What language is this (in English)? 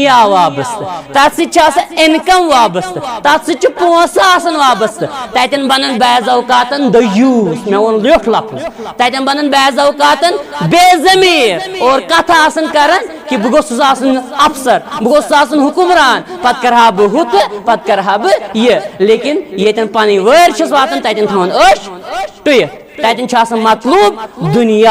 Kashmiri